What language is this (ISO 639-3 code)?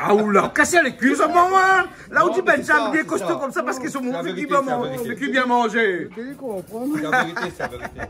rcf